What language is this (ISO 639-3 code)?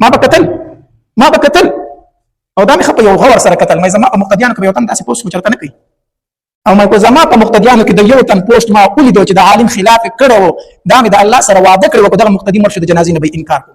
pus